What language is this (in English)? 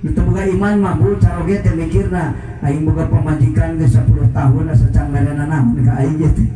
Sundanese